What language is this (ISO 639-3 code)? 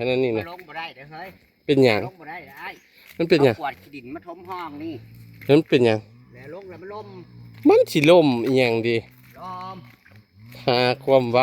tts